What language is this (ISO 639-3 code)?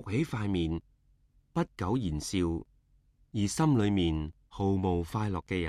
yue